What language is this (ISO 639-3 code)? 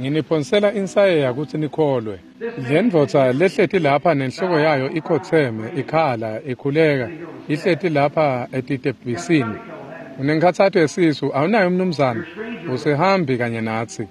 ssw